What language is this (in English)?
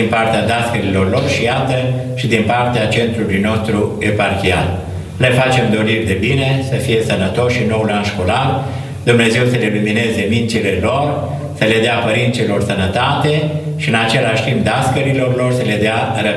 Romanian